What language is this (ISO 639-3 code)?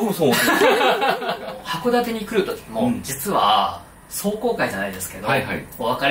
jpn